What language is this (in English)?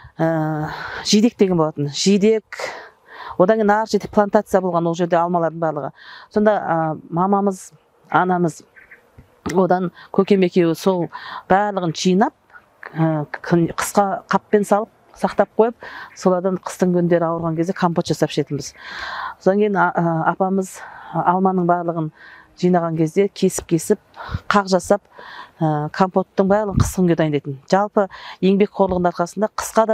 Kazakh